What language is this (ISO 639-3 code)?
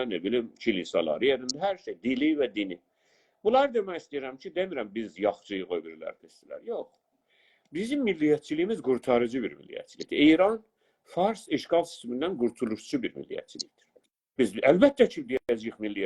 azb